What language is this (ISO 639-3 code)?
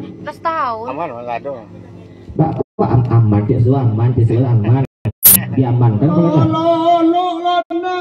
min